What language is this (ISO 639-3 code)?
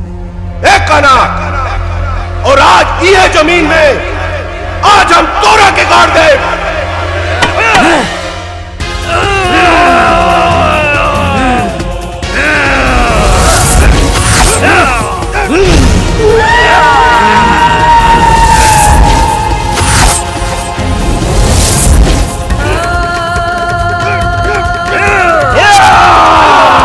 bho